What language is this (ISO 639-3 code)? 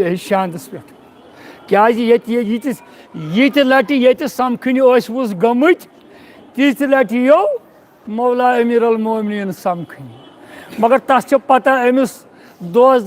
kas